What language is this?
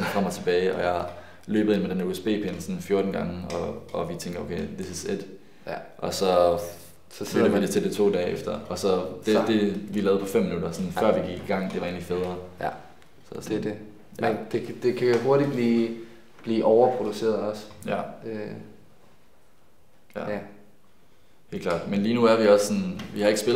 Danish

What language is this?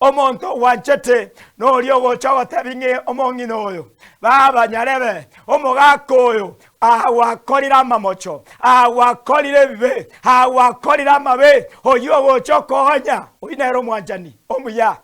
Gusii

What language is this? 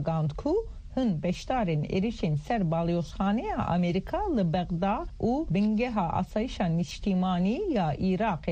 Kurdish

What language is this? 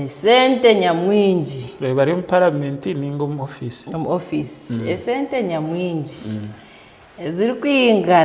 Nyankole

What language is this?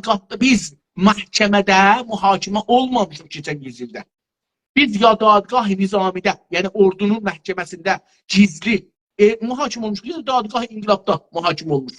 South Azerbaijani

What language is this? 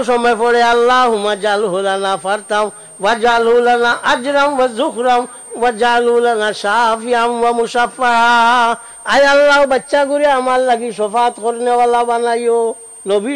Sylheti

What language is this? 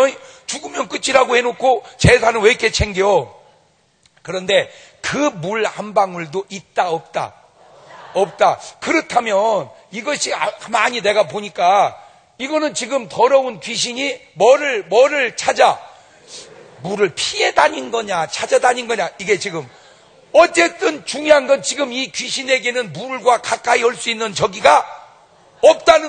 Korean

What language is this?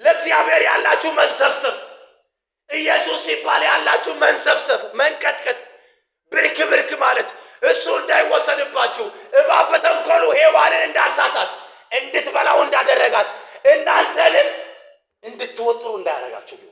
Amharic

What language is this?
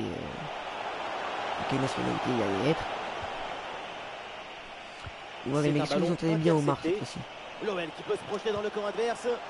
French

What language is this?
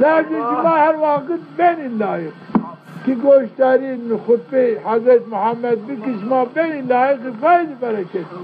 Zaza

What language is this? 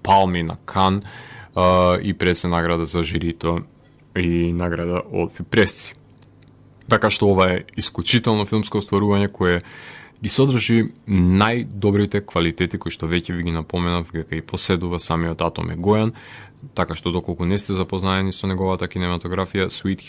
Macedonian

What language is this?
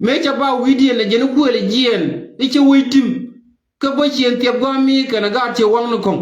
Nuer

